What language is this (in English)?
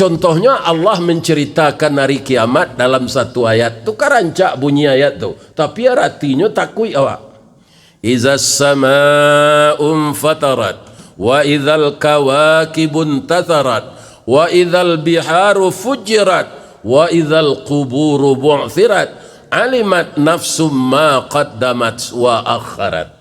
Minangkabau